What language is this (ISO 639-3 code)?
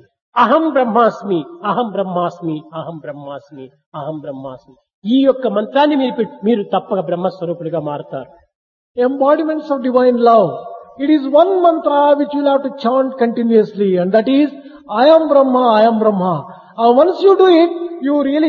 tel